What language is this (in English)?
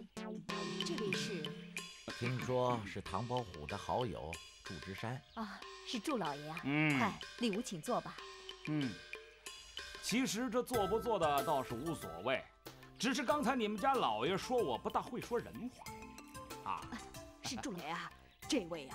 Chinese